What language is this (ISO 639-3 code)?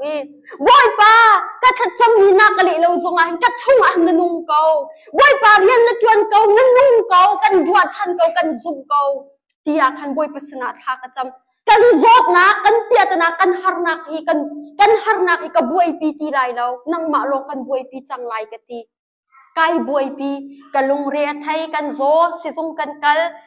cnh